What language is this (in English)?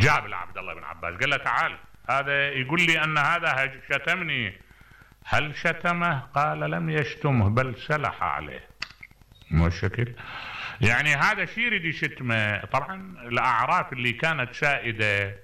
Mesopotamian Arabic